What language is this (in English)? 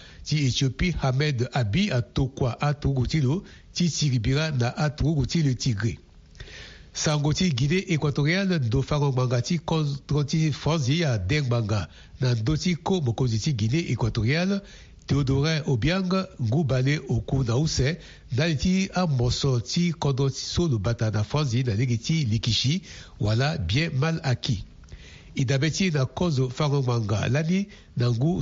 Sango